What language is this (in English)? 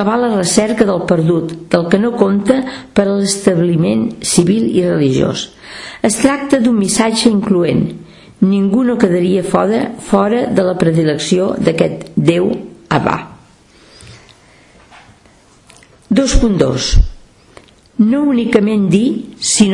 Catalan